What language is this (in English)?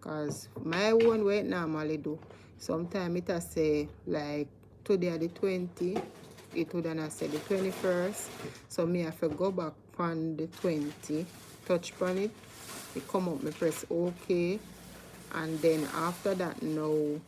Jamaican Creole English